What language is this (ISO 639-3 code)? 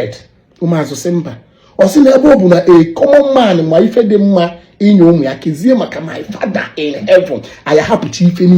ibo